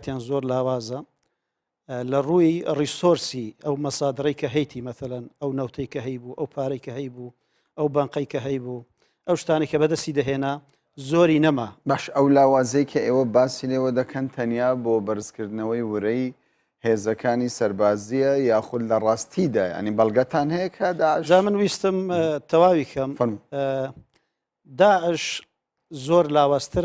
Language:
Central Kurdish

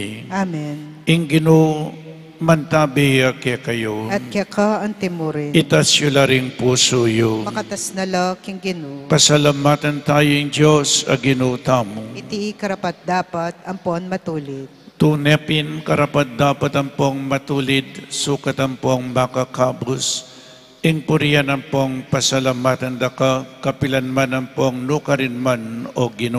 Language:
Pampanga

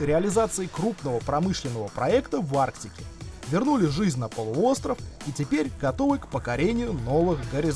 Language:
Russian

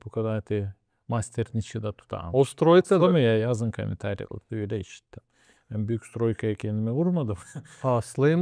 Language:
Gagauz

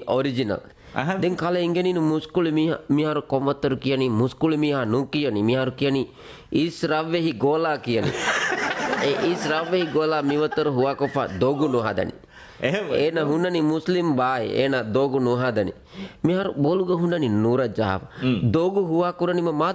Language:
Divehi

